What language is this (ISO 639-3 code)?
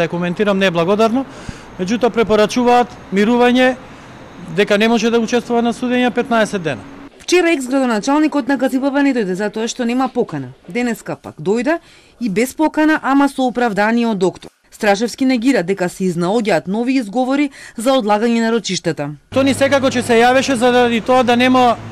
mkd